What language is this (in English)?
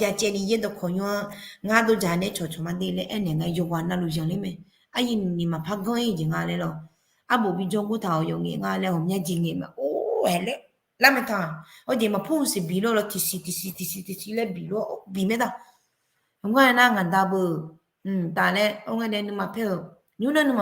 Akha